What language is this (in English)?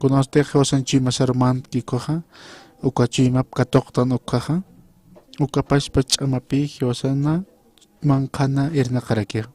Aymara